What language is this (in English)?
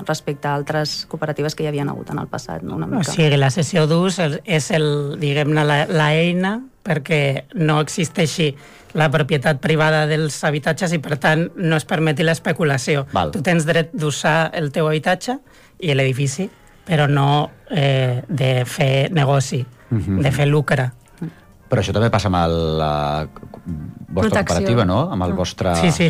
Catalan